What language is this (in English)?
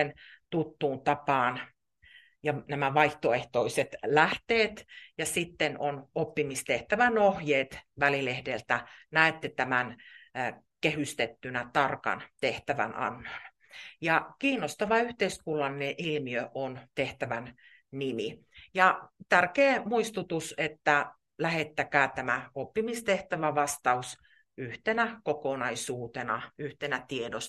Finnish